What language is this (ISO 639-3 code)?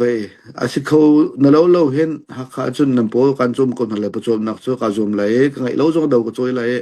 cnh